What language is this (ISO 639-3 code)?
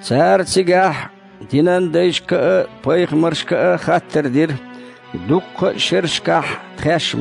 che